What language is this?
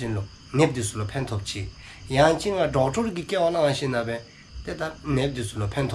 Dzongkha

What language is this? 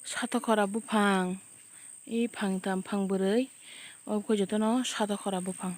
Kok Borok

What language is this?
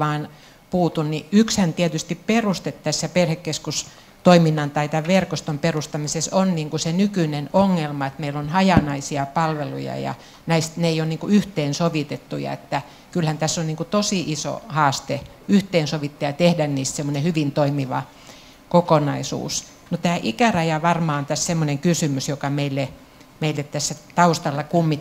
Finnish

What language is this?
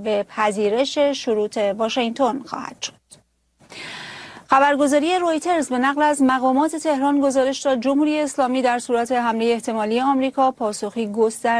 Persian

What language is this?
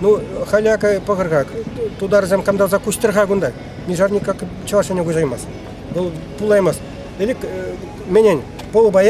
Chuvash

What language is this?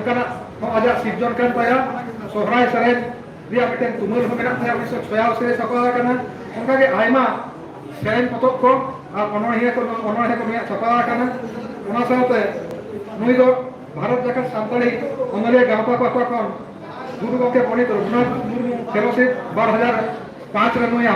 Santali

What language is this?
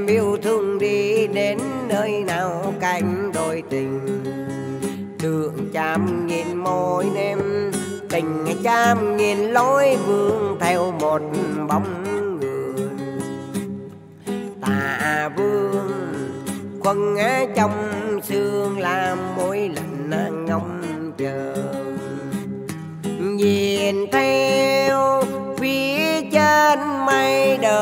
Vietnamese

